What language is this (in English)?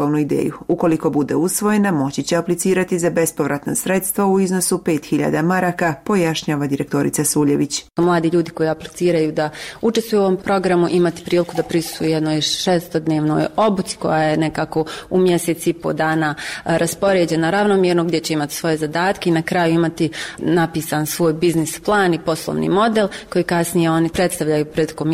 Bosnian